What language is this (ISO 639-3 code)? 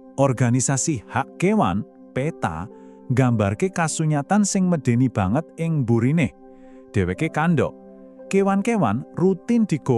jav